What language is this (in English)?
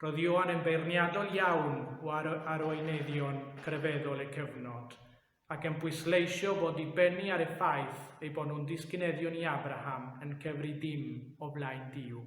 Welsh